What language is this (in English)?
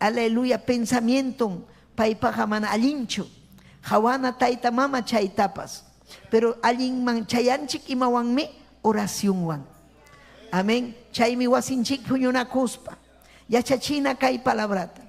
Ayacucho Quechua